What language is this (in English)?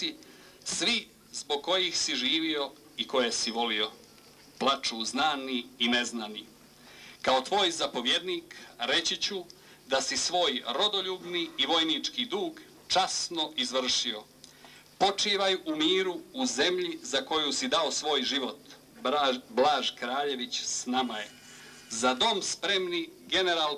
Croatian